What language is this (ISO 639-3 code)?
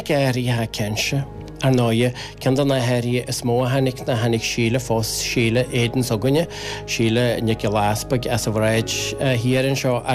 gle